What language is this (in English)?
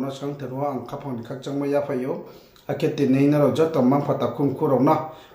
Riang (India)